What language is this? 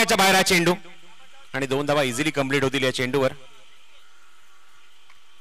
Marathi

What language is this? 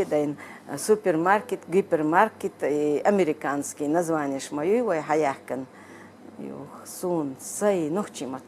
Chechen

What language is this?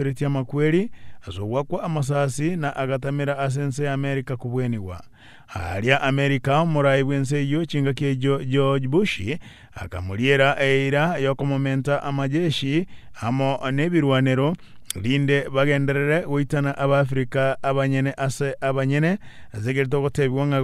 Gusii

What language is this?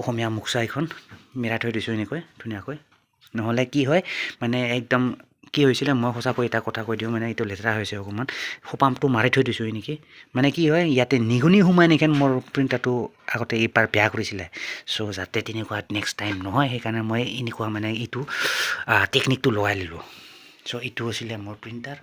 Assamese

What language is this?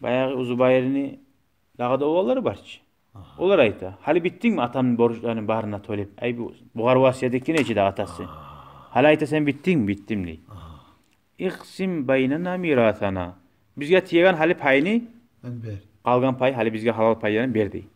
Kumyk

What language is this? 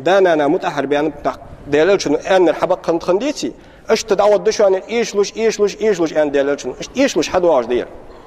Ingush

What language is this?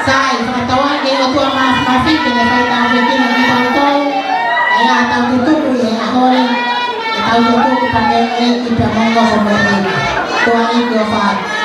Tongan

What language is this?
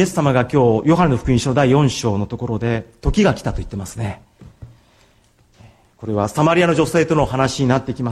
Japanese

